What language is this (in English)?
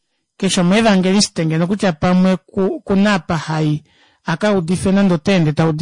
Kuanyama